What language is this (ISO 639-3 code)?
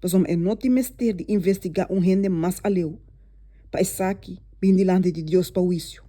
pap